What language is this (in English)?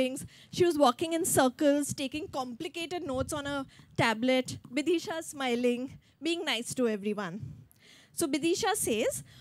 English